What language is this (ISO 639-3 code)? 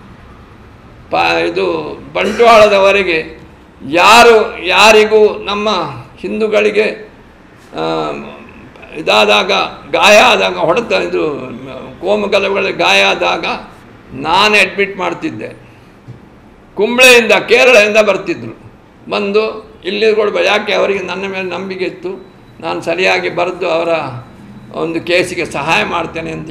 kan